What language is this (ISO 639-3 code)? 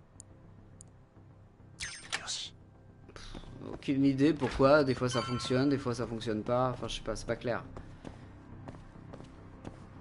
fra